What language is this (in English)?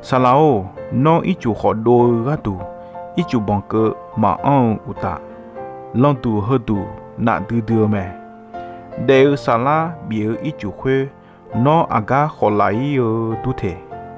Akha